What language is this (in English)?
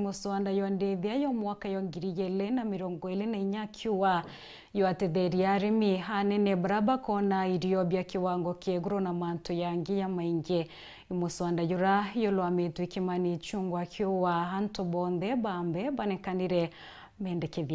Meru